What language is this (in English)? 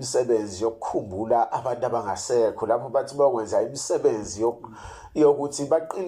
Zulu